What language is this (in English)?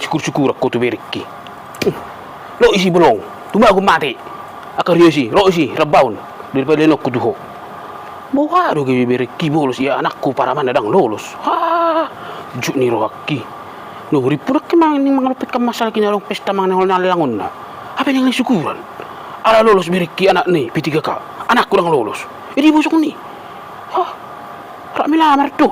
Batak Toba